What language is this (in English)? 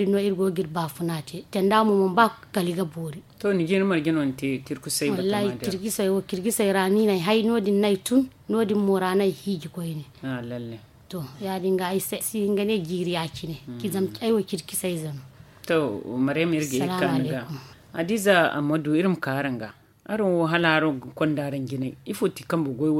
Zarma